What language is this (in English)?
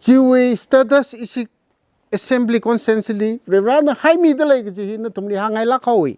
Tangkhul Naga (India)